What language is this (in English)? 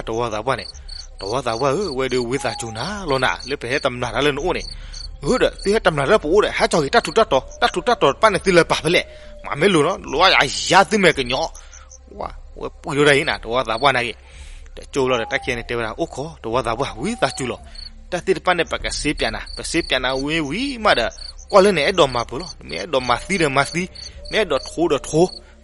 S'gaw Karen